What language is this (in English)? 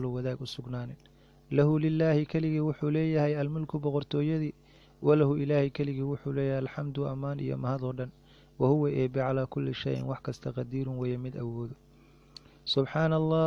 Somali